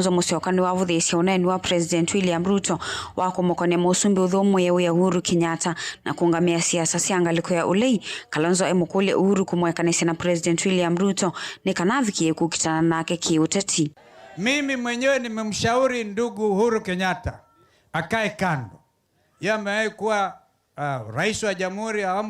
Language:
Kamba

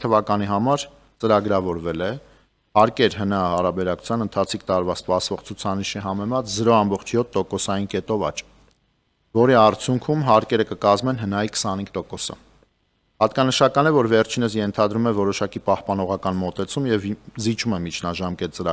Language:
Armenian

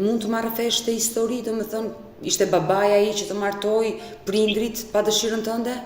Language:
Albanian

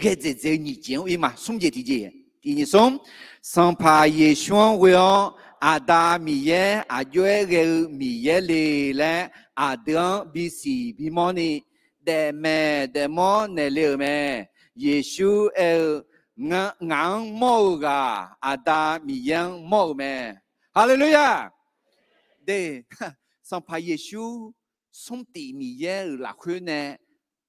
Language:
Akha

